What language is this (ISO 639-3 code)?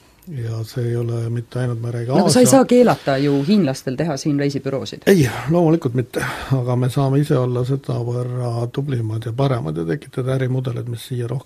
est